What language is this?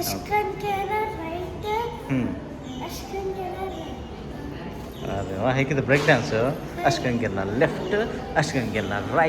Konkani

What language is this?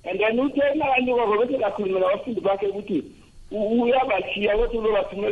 South Ndebele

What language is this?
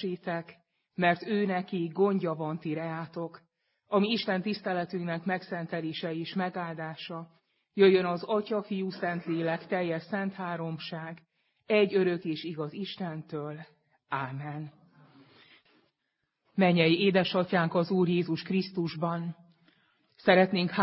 Hungarian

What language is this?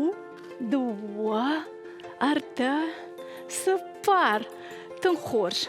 Ossetic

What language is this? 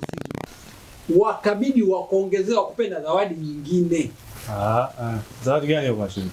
Swahili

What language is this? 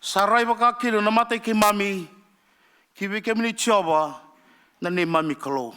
Fijian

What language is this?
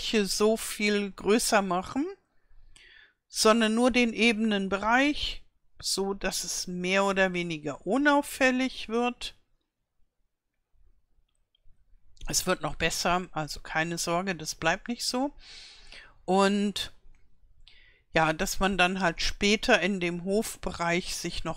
German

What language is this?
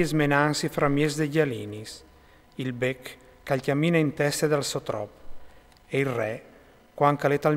Friulian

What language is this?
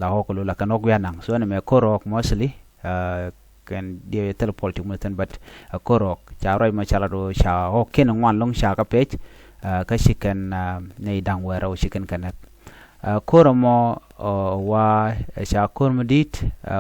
Nuer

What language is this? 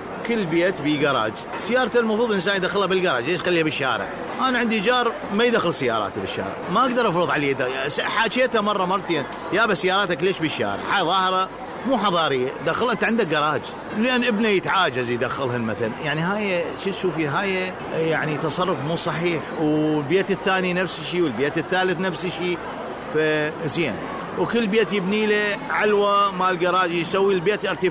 Mesopotamian Arabic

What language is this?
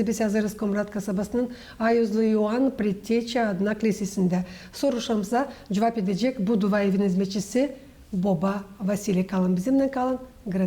Gagauz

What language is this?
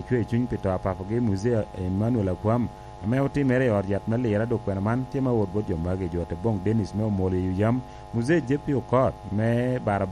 Lango (Uganda)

